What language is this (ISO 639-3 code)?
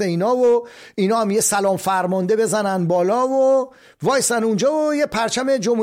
fas